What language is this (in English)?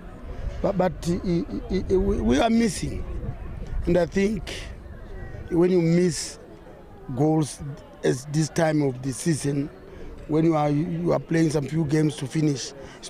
Tswana